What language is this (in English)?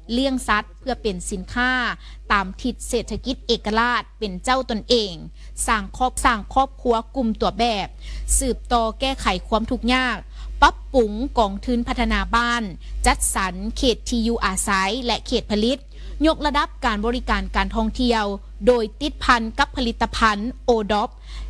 Lao